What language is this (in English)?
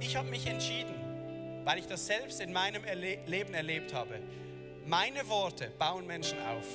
Swiss German